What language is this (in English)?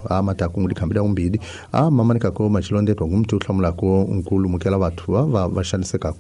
Tsonga